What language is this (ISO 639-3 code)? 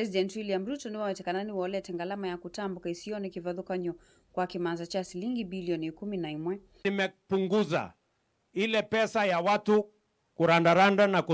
kam